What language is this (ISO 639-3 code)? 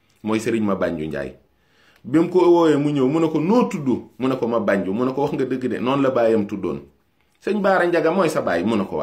wol